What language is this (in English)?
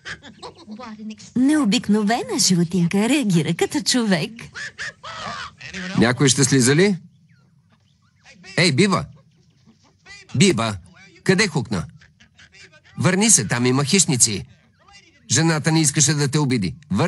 Bulgarian